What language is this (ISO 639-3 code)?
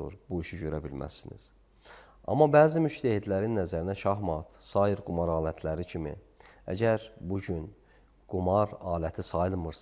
aze